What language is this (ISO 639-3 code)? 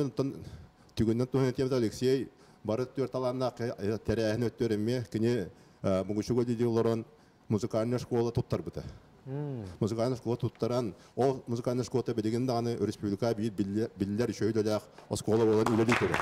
sah